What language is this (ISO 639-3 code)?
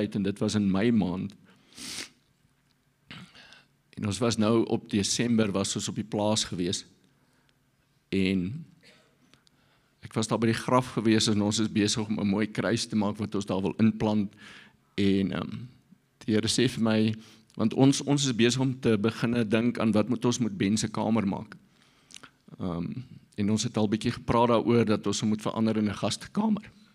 afr